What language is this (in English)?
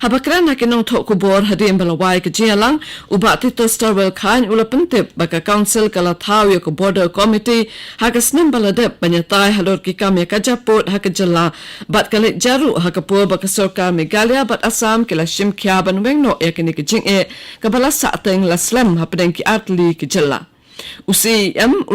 Khasi